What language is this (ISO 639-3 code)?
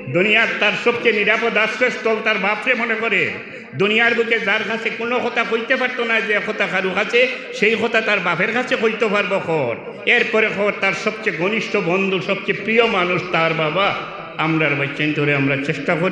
syl